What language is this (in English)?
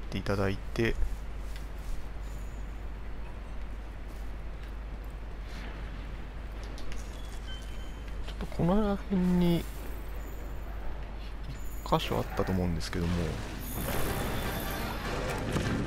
Japanese